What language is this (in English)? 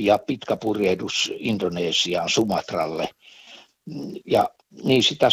Finnish